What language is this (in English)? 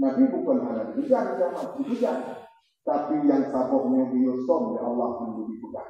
Achinese